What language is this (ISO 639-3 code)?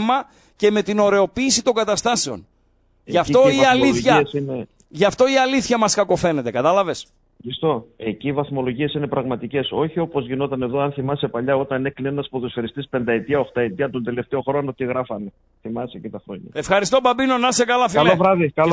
ell